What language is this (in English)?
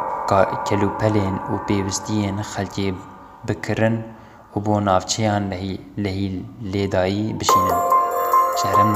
Kurdish